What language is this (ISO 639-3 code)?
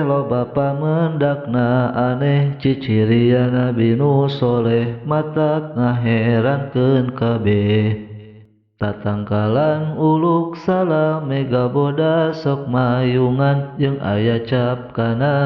sun